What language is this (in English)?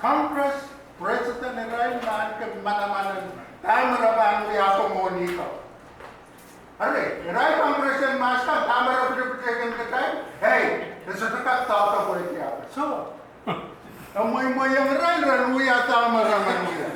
Pohnpeian